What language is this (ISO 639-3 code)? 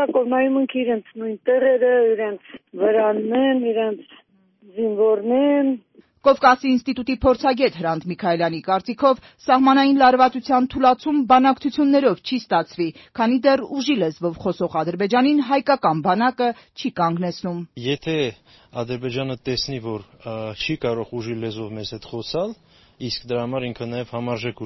hye